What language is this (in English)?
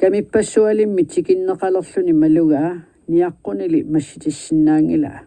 Kalaallisut